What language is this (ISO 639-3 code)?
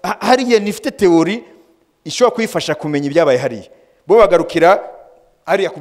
kin